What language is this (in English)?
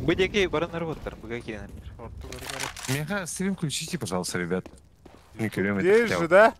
Yakut